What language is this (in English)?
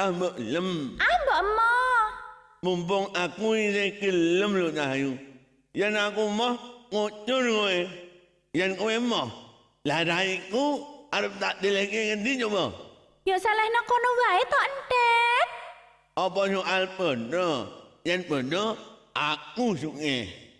Javanese